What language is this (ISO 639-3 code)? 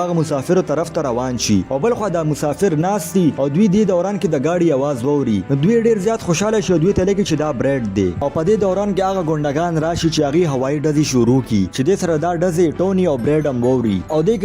pus